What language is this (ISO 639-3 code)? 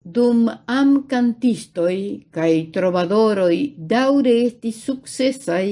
epo